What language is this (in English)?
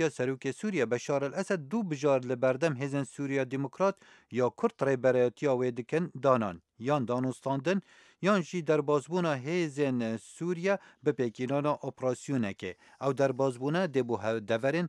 Kurdish